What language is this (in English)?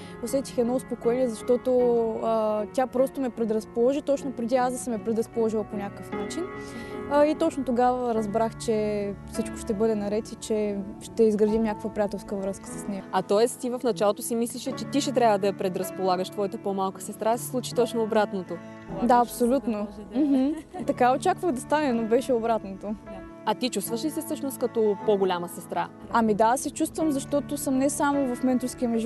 Bulgarian